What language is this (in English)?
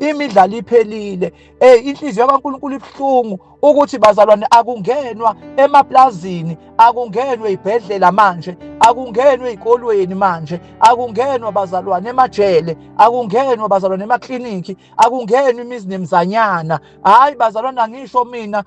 Zulu